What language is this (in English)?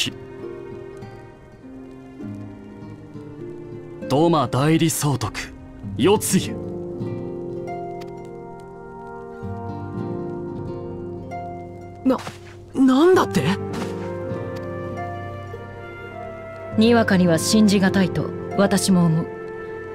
Japanese